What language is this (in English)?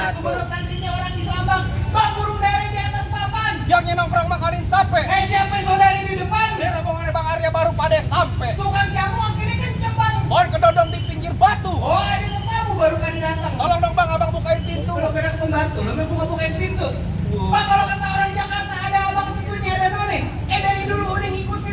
Betawi